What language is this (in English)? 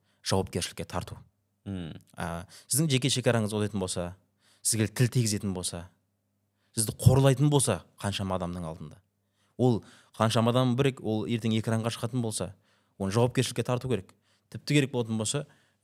Kazakh